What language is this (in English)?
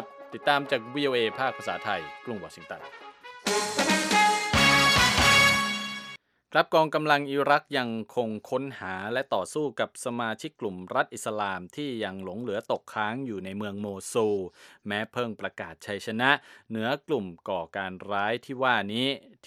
Thai